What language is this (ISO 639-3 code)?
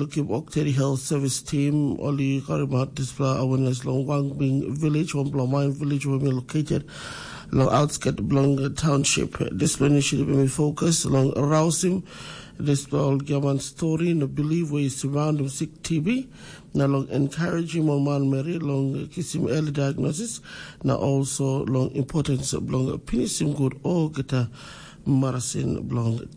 tpi